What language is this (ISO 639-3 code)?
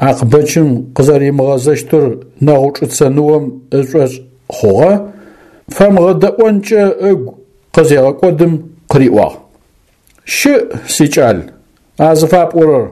ady